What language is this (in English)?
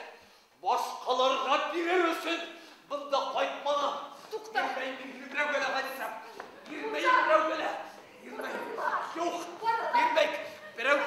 Bashkir